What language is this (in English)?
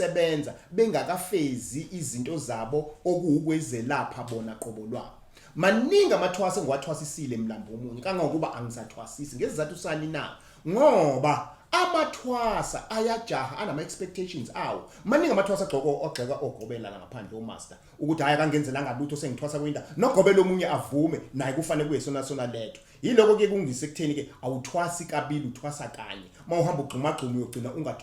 Zulu